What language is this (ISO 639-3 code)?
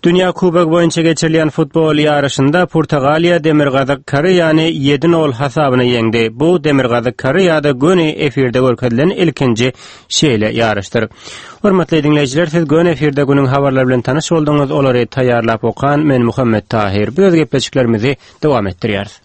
tuk